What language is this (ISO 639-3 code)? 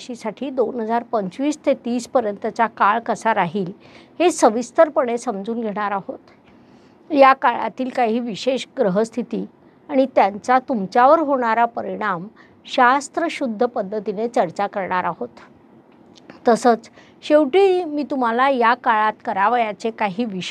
mar